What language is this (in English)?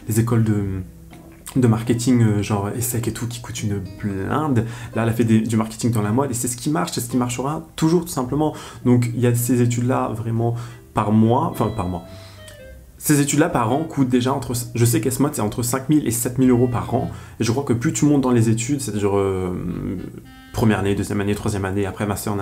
French